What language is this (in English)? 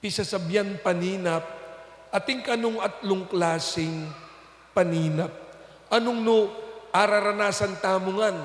Pampanga